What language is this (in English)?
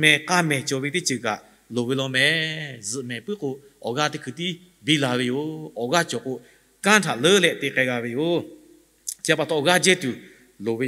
Lahu